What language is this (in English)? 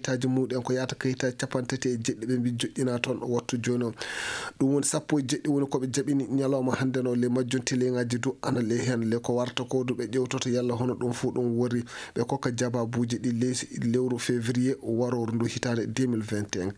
Fula